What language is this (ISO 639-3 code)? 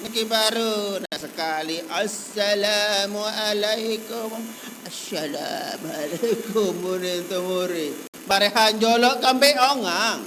sas